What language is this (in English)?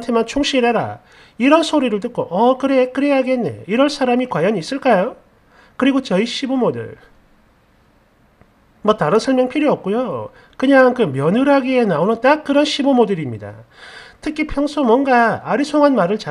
Korean